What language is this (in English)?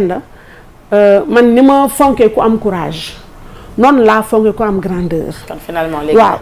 Wolof